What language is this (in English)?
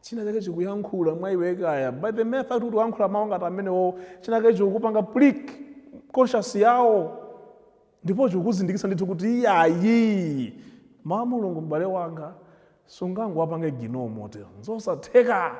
Nyanja